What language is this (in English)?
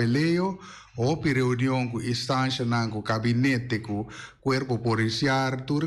Papiamento